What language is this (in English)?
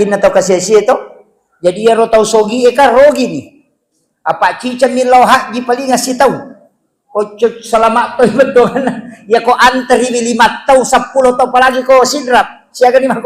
Buginese